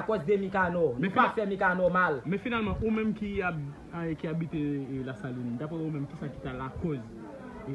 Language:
Haitian Creole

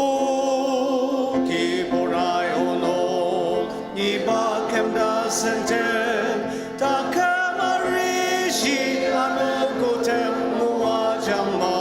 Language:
Ao Naga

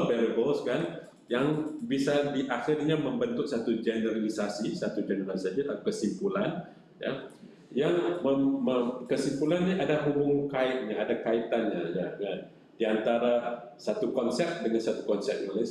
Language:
Indonesian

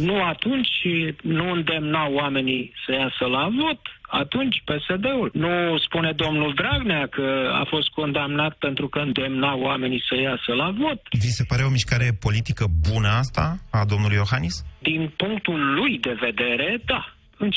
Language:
Romanian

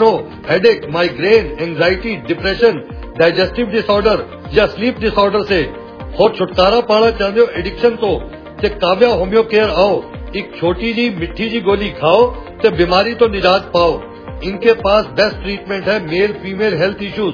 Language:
Punjabi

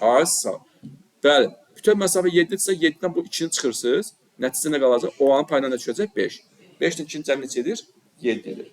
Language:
Azerbaijani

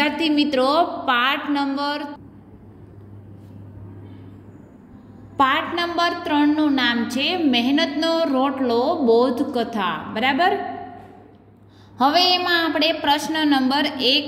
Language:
Gujarati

